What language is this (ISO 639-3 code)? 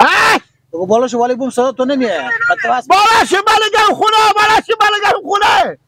fas